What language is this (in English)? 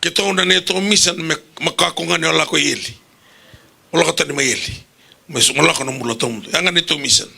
Fijian